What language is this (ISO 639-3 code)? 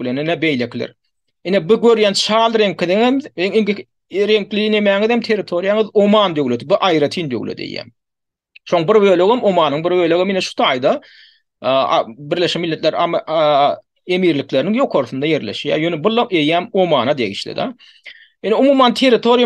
tuk